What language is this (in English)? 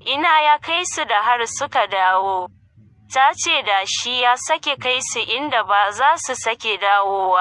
Hausa